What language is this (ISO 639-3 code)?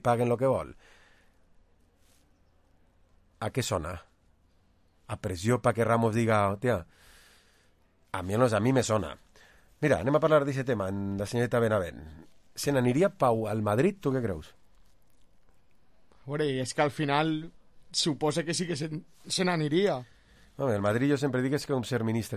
cat